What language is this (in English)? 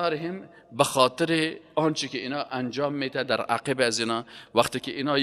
Persian